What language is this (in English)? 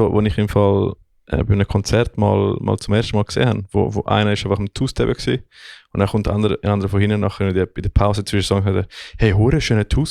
Swiss German